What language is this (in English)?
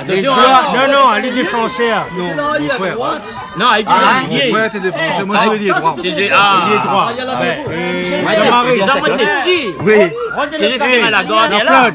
Réunion Creole French